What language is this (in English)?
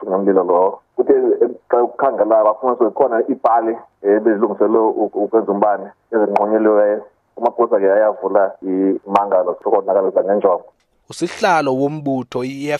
Xhosa